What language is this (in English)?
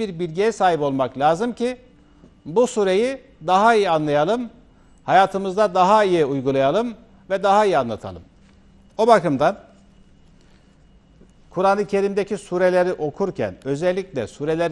Turkish